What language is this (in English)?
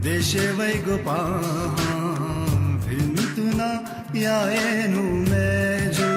Newari